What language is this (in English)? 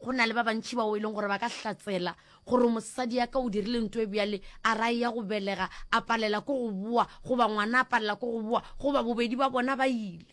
Northern Sotho